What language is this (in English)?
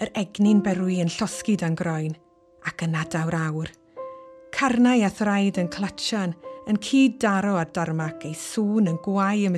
Welsh